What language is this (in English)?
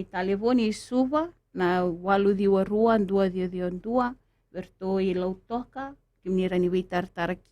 Fijian